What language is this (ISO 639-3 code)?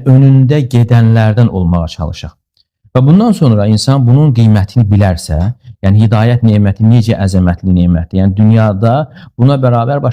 aze